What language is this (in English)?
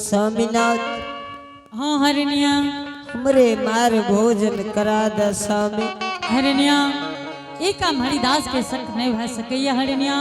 Angika